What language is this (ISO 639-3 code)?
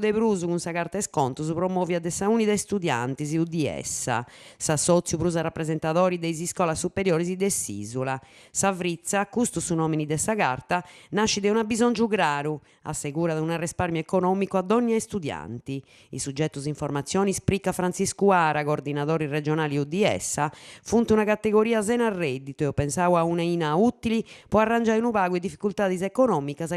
srd